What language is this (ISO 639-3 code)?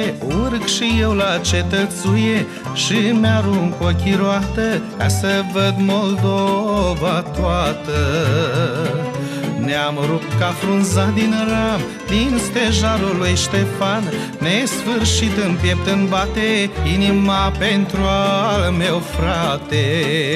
ron